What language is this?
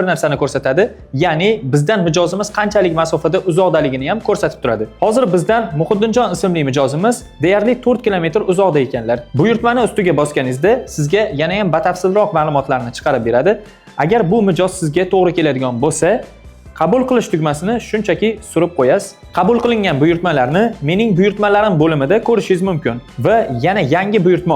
Uzbek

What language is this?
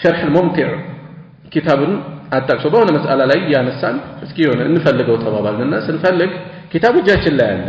Amharic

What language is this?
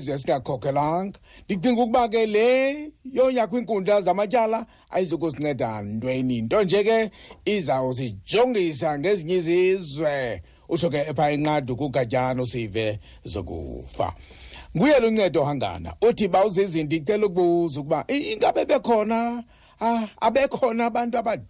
Xhosa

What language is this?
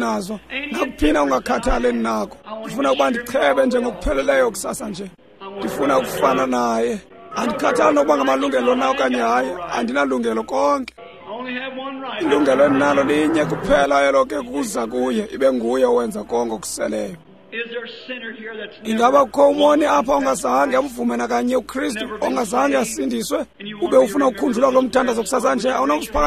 Xhosa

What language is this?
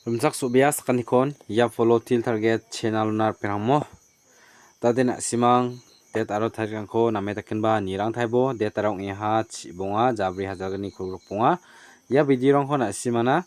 Garo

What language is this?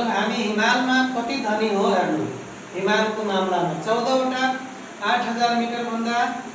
Nepali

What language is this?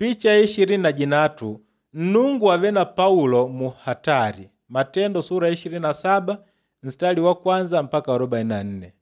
Makonde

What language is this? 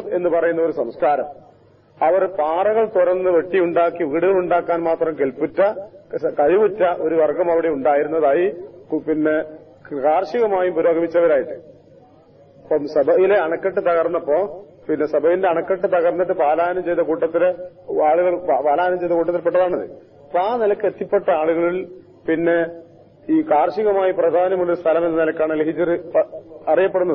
Malayalam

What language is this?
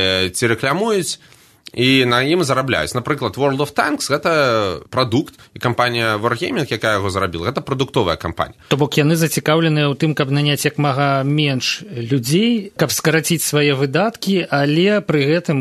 Belarusian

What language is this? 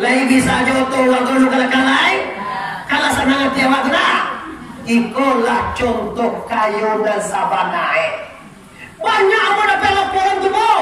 Minangkabau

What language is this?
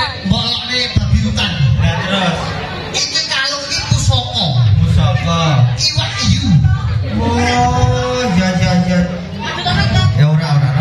Javanese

